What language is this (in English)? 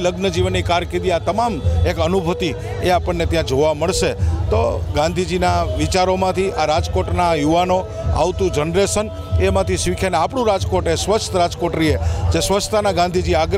Gujarati